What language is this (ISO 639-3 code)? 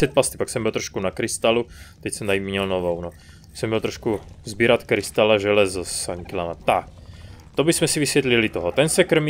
ces